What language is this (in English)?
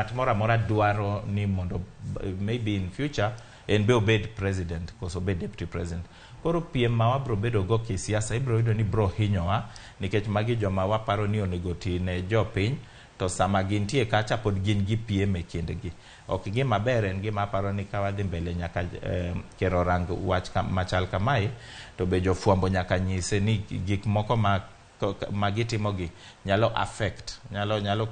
Luo (Kenya and Tanzania)